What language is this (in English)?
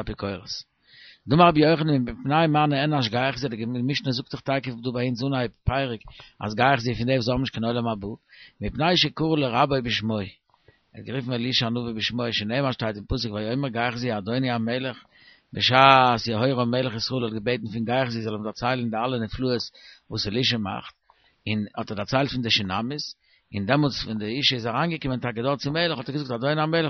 Yiddish